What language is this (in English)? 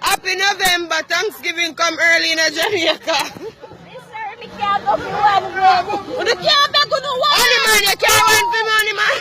Jamaican Creole English